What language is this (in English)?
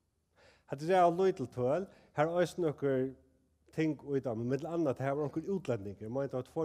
Faroese